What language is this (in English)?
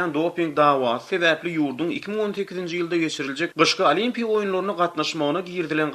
Turkmen